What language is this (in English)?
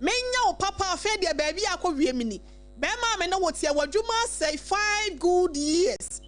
Akan